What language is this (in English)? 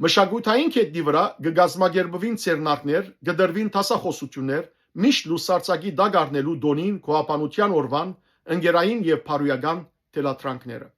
Western Armenian